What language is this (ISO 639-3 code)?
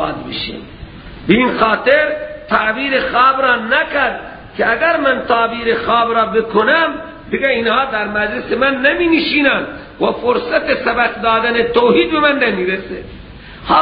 fas